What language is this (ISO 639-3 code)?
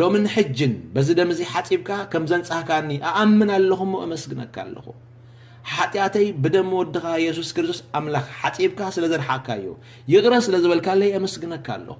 tir